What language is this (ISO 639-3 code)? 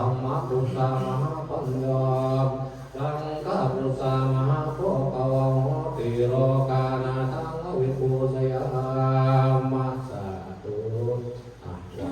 pli